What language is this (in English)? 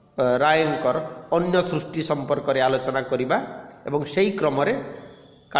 Odia